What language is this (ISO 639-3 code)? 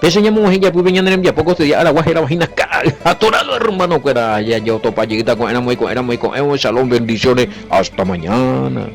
grn